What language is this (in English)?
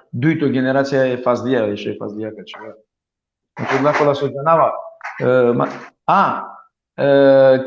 Balkan Romani